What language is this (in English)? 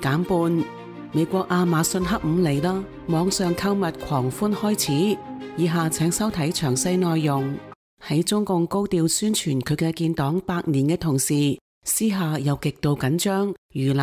Cantonese